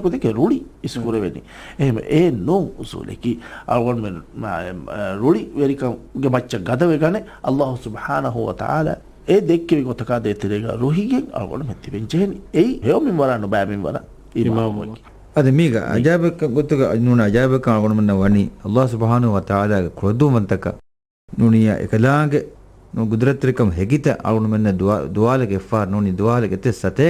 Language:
Divehi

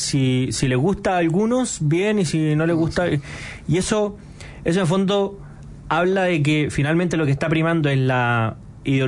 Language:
Spanish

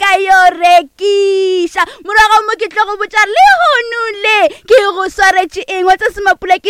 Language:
Northern Sotho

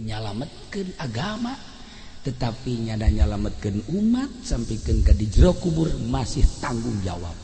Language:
Sundanese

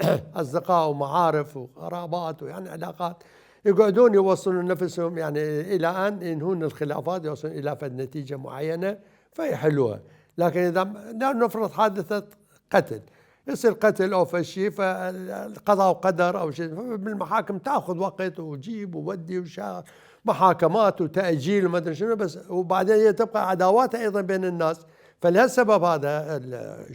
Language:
Mesopotamian Arabic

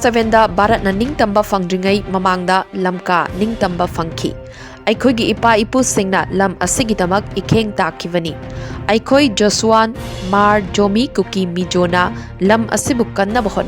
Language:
Manipuri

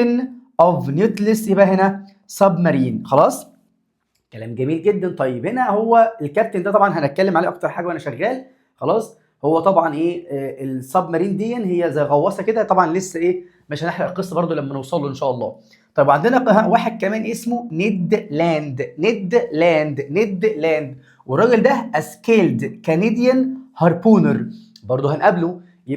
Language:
Egyptian Arabic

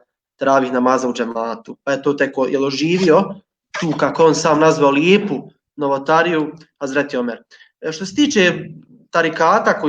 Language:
Bosnian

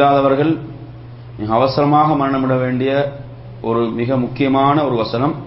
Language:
Tamil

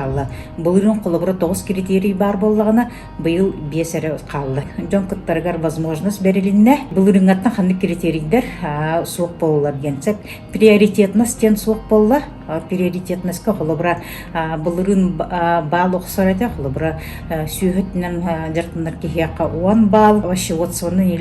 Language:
Yakut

